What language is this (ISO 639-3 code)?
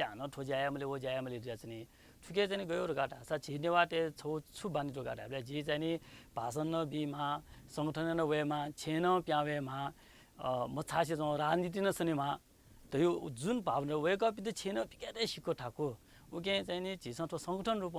new